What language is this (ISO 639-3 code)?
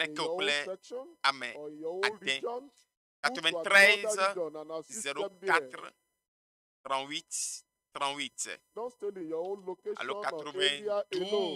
ewe